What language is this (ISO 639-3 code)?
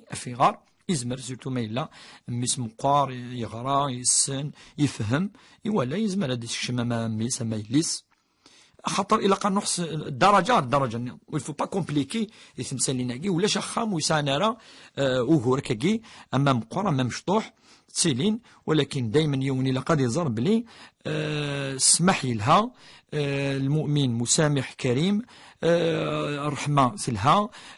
kab